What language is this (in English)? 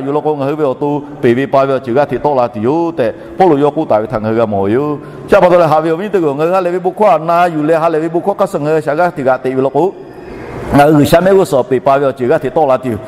Lahu